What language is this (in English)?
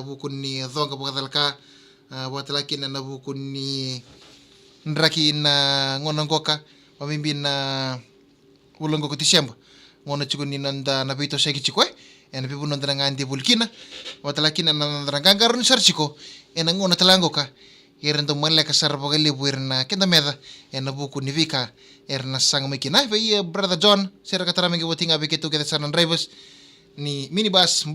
Fijian